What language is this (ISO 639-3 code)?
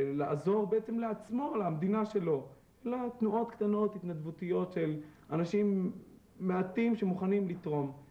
heb